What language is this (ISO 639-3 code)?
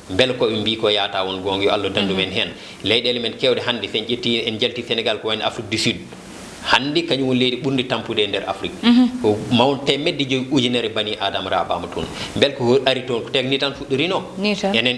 ful